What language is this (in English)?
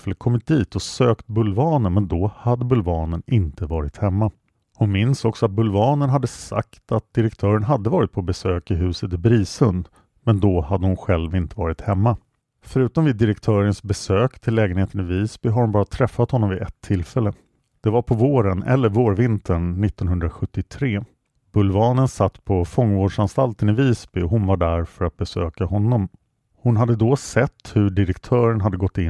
Swedish